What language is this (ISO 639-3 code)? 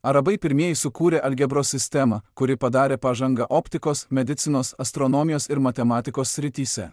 lit